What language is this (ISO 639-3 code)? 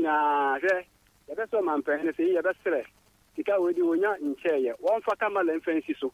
aka